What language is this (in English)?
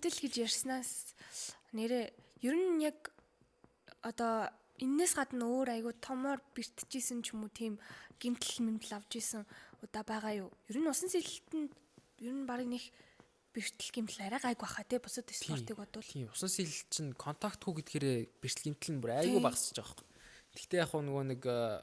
Mongolian